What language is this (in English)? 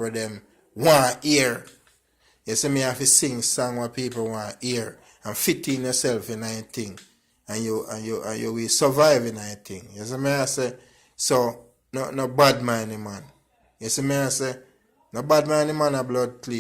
Jamaican Creole English